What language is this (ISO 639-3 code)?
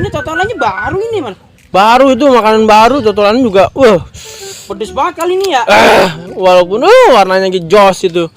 bew